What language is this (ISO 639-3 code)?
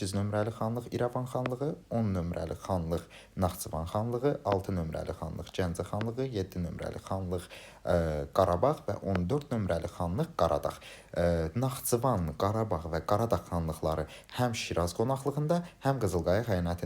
aze